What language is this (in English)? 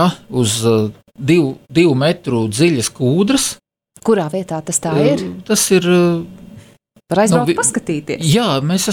Latvian